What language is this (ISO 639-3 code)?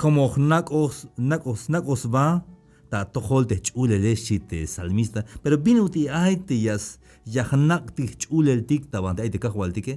tzh